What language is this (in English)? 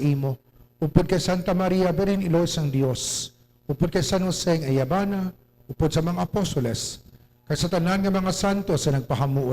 Hiligaynon